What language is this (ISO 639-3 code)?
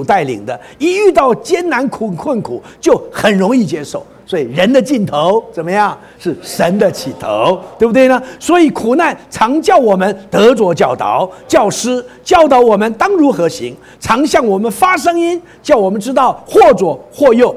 zho